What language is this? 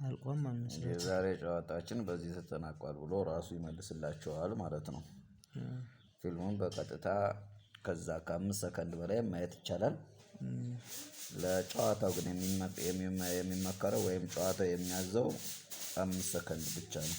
Amharic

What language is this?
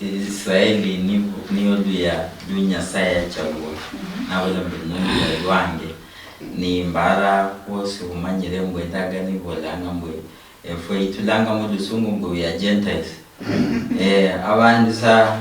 Luyia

